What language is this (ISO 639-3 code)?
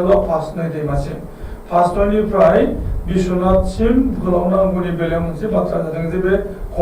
brx